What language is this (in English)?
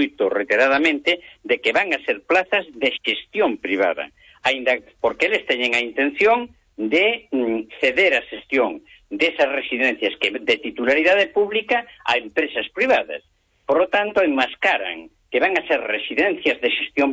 Galician